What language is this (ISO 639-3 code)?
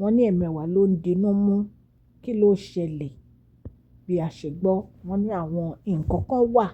yor